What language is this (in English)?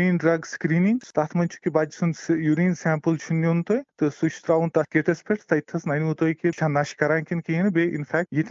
Kashmiri